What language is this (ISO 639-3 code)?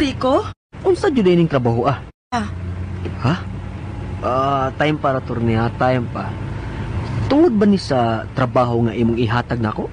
ceb